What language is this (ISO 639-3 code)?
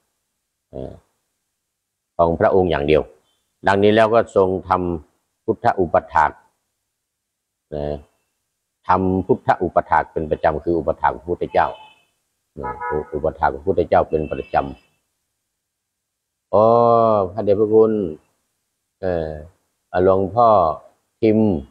tha